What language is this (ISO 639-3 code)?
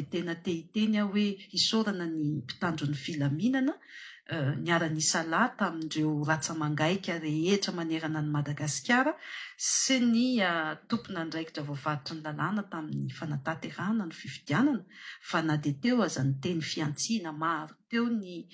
mlg